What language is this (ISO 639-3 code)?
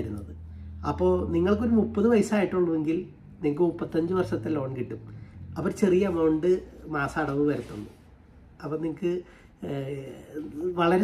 mal